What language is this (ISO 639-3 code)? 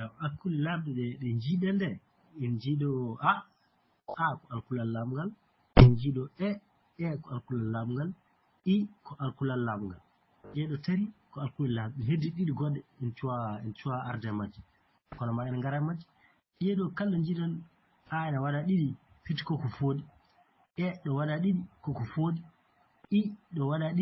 ful